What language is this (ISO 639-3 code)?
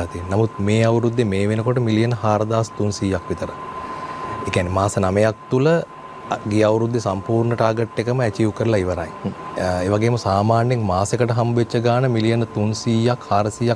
sin